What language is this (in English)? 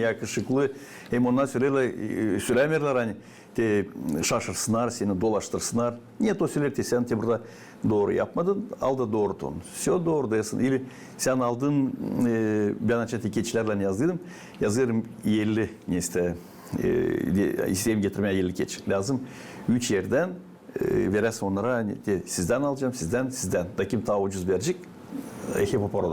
Gagauz